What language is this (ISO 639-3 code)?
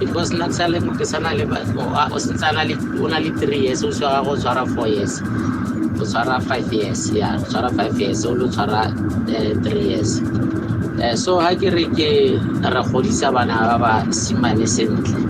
tsn